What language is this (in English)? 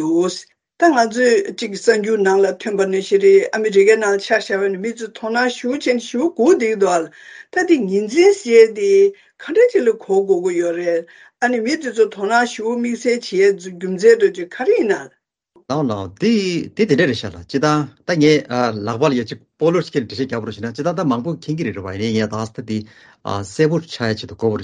Latvian